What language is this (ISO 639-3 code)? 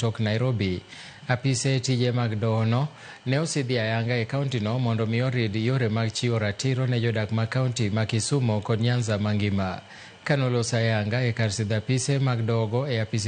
luo